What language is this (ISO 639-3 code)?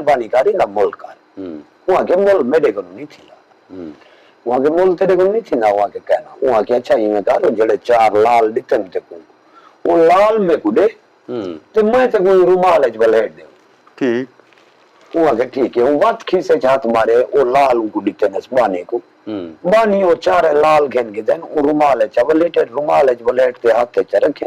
skr